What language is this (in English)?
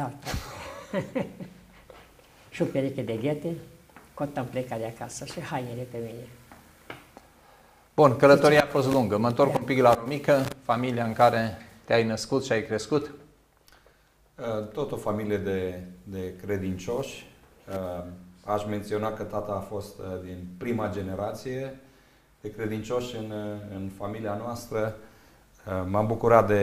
Romanian